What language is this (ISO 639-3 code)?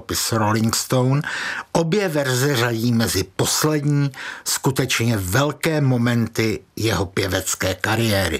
ces